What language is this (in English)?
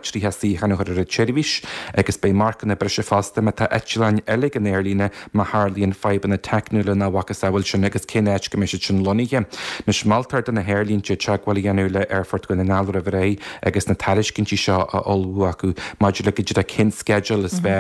Irish